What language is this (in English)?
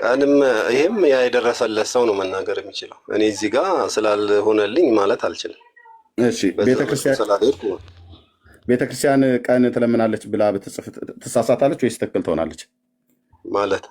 Amharic